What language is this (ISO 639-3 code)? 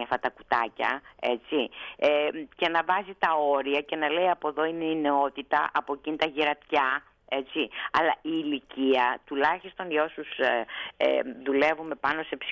ell